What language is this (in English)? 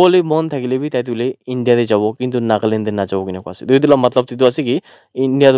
Naga Pidgin